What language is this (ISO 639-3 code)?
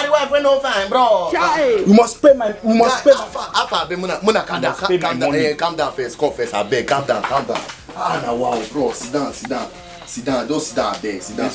pcm